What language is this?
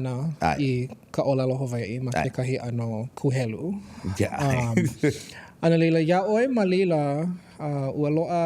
Hawaiian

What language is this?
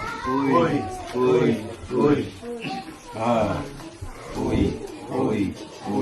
Fijian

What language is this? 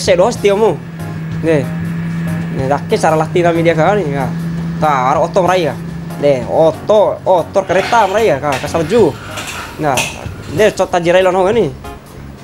Bima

